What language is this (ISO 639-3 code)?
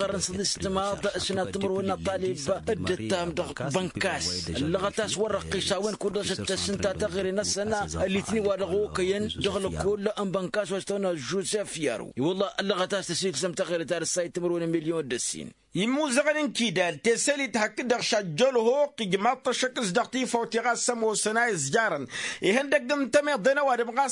taq